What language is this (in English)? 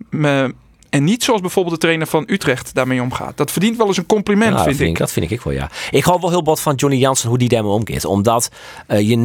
Western Frisian